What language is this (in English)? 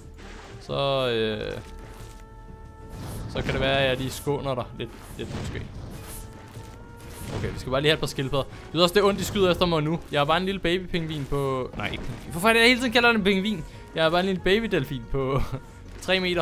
Danish